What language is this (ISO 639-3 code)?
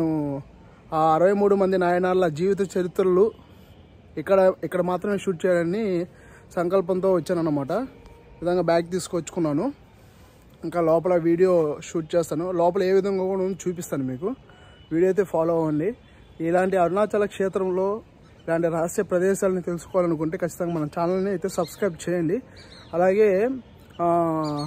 tel